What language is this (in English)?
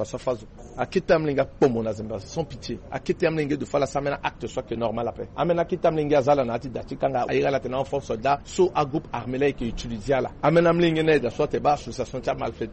Sango